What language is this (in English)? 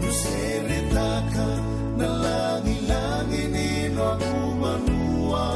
Fijian